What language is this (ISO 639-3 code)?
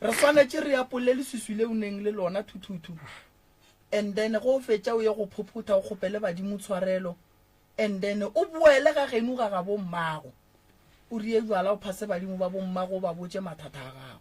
nso